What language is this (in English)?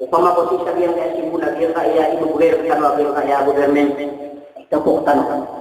Maranao